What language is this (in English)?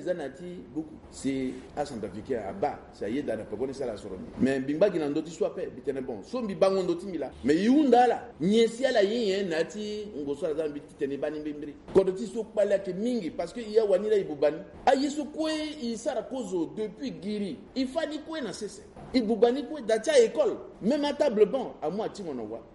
Sango